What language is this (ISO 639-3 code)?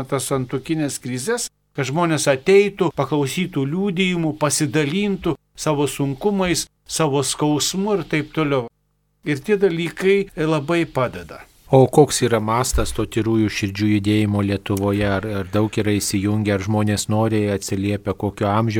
lit